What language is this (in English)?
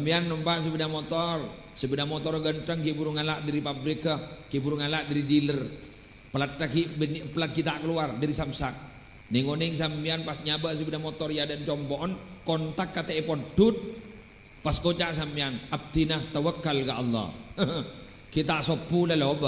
Madurese